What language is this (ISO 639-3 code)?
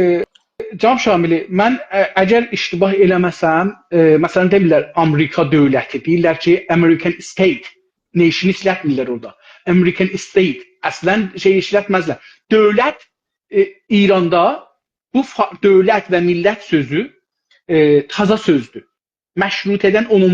azb